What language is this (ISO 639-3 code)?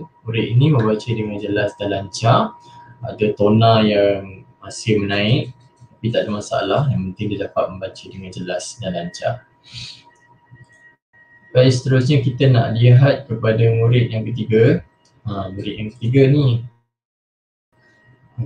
msa